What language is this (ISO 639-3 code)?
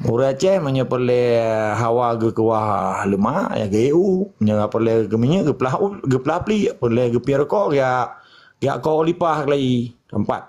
ace